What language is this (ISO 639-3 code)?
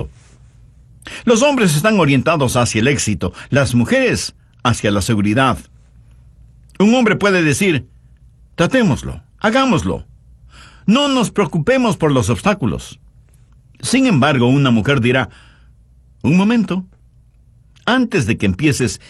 spa